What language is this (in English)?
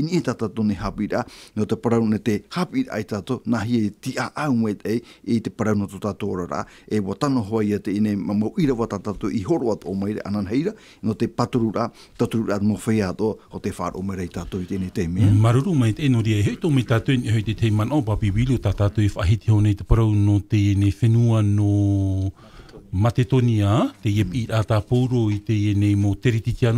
Tahitian